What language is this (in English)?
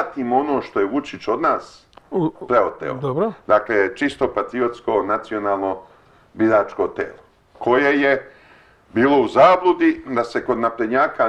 Serbian